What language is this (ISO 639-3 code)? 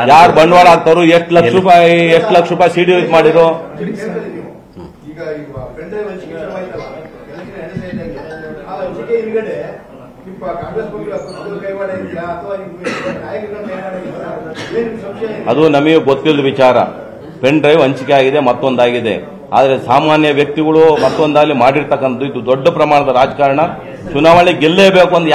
kan